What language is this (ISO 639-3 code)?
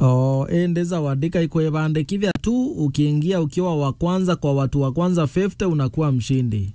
mer